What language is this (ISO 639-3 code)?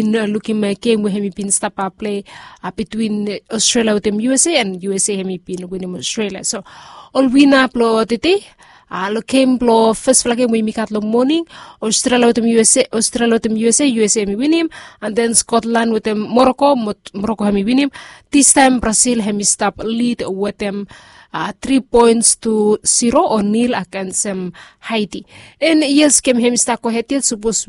bis